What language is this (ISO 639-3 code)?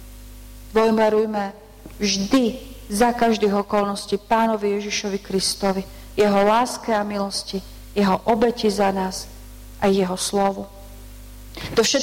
slk